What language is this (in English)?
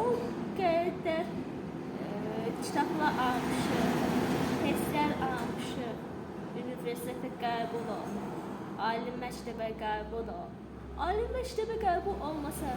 Azerbaijani